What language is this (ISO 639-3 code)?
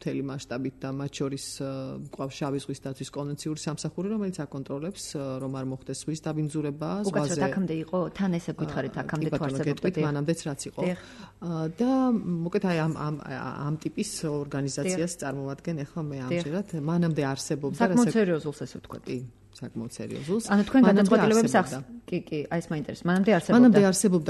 kat